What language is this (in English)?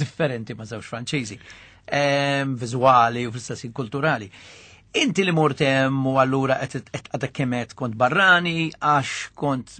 Maltese